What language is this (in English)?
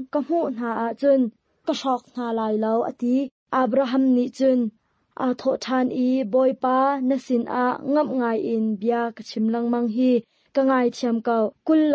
Hakha Chin